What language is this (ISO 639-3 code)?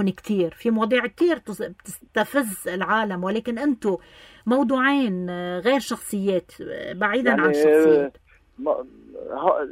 apc